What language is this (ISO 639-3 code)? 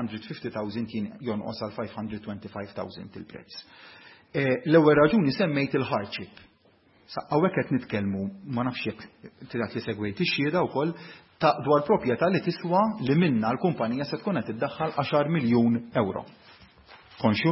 mlt